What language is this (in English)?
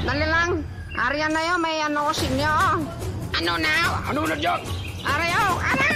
Hiligaynon